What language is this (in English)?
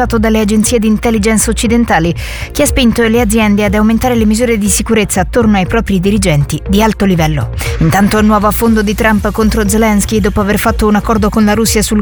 Italian